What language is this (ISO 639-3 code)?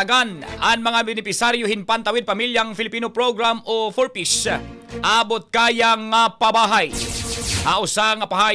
war